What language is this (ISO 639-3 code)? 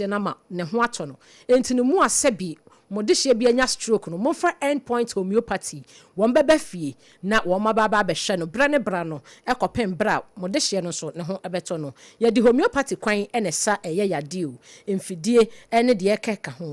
aka